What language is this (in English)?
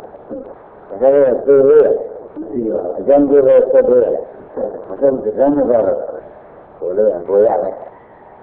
Burmese